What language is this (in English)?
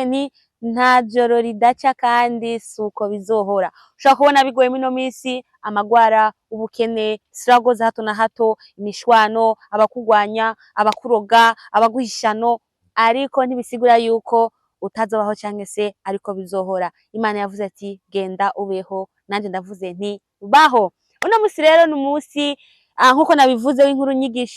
Rundi